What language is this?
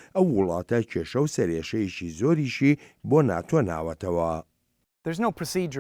Central Kurdish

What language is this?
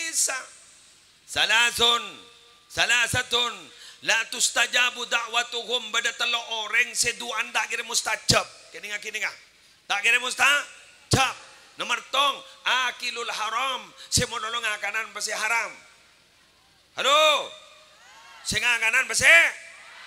Madurese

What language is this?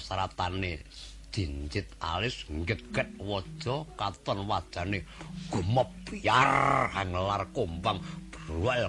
Javanese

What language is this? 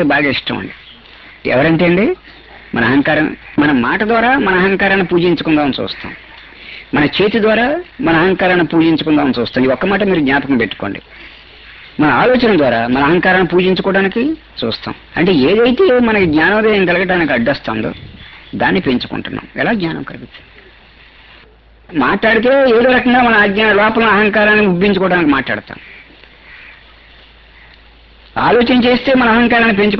Telugu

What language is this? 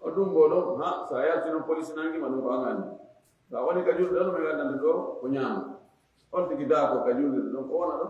Fula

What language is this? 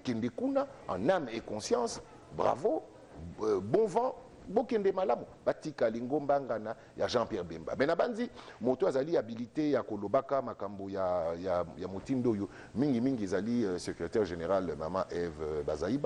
Lingala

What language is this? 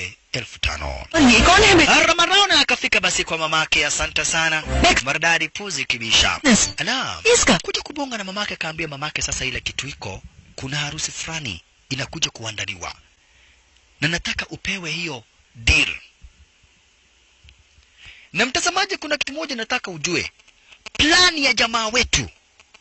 Swahili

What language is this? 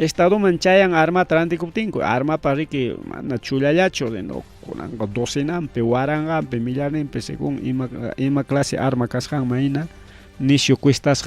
Ayacucho Quechua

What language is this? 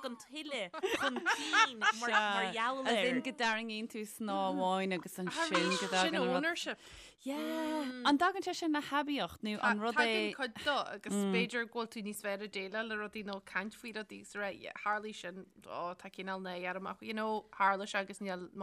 Irish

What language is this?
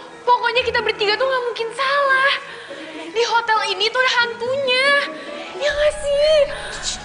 Indonesian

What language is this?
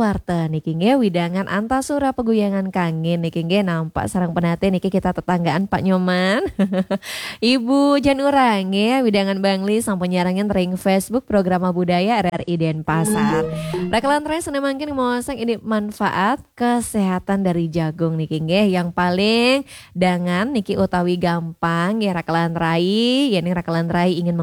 Balinese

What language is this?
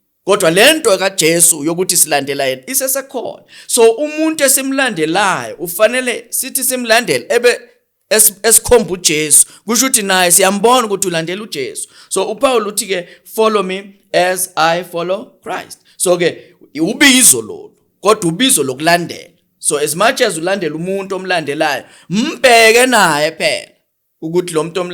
Zulu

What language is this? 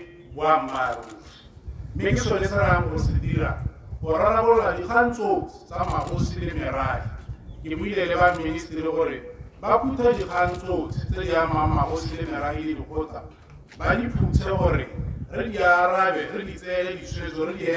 Tswana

